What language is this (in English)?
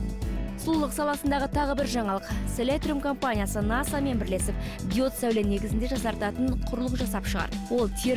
Kazakh